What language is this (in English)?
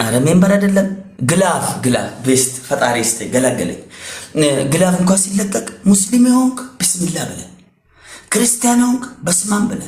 Amharic